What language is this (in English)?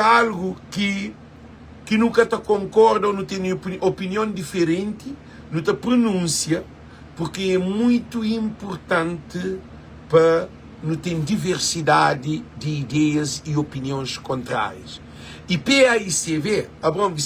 Kabuverdianu